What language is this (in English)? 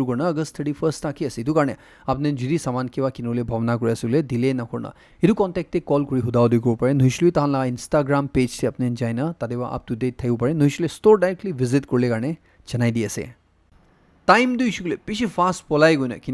Naga Pidgin